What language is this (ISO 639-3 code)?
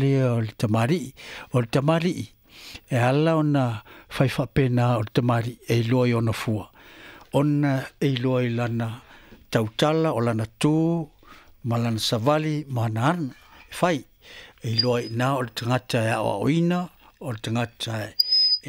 smo